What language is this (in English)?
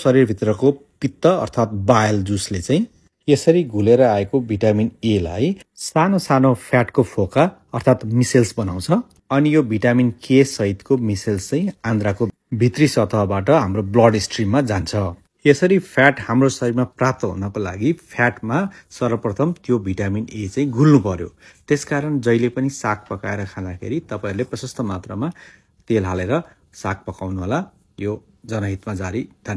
Nepali